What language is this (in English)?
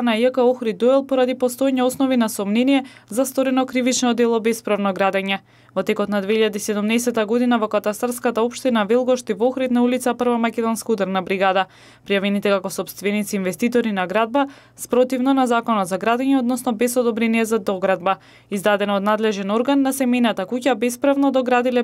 Macedonian